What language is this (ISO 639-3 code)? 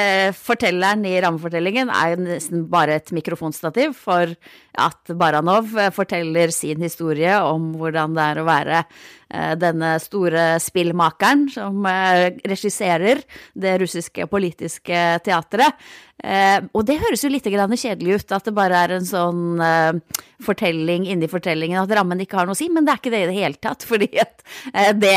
nor